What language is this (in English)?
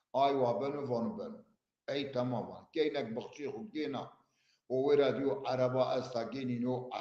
Zaza